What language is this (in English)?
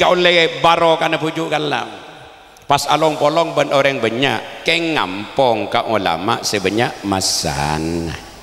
Madurese